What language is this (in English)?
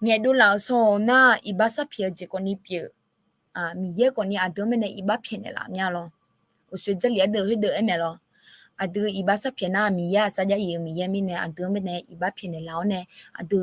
Akha